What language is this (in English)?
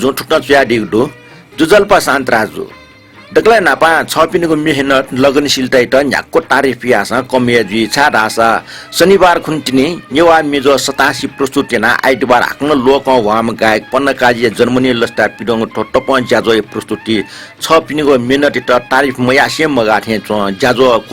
Newari